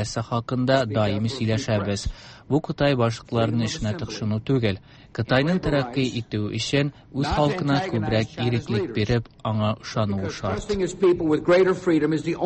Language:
Tatar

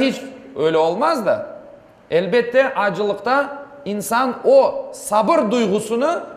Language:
Crimean Tatar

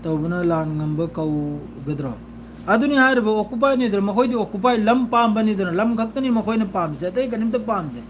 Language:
Manipuri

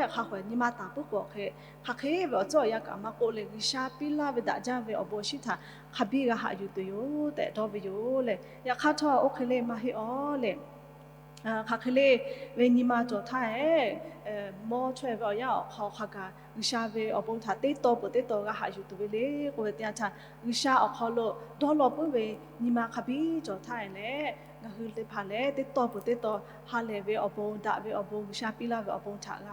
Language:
Lahu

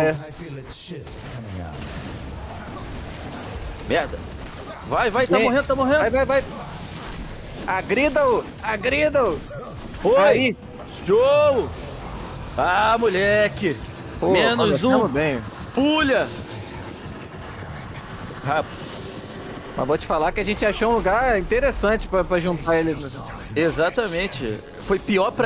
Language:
Portuguese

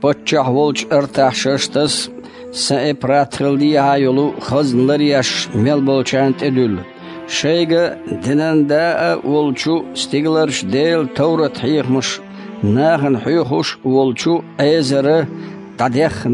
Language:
Chechen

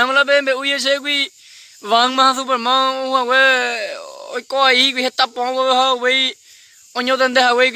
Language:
Guarani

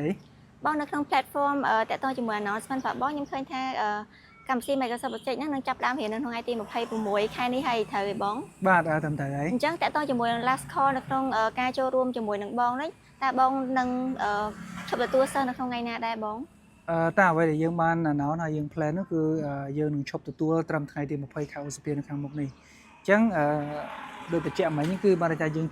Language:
Khmer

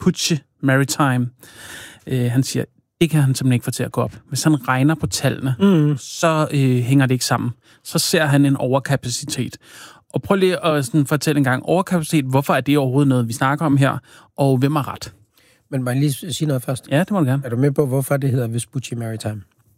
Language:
Danish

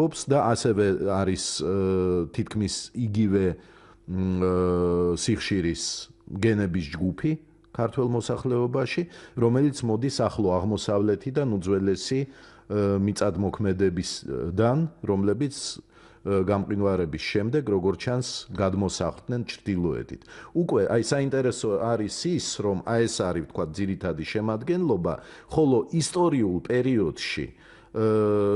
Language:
Georgian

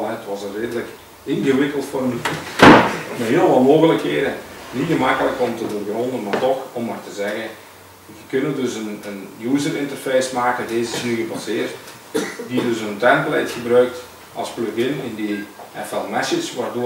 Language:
Dutch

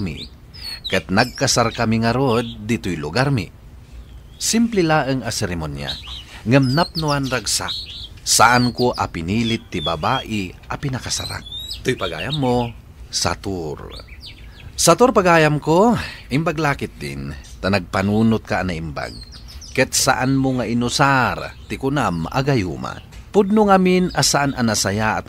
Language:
Iloko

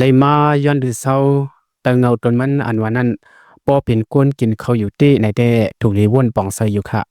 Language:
Lao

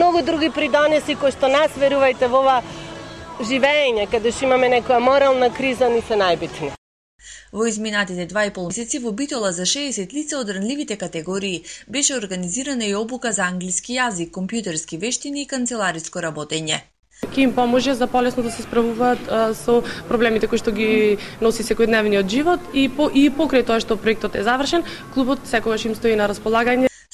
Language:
Macedonian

